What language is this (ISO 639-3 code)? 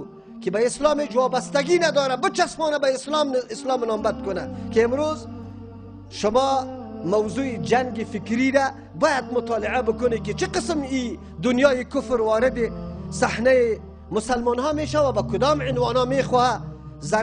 fas